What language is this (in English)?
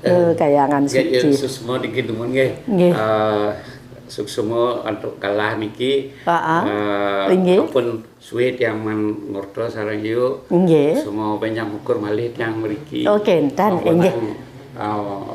Balinese